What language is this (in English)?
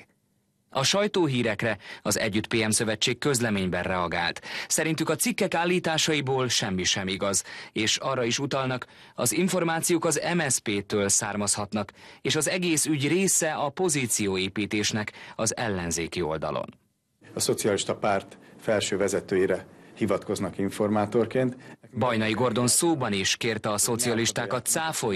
Hungarian